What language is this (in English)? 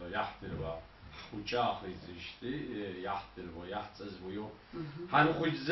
Abkhazian